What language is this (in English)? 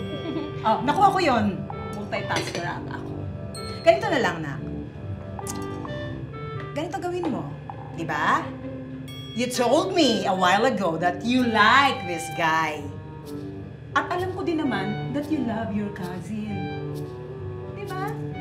Filipino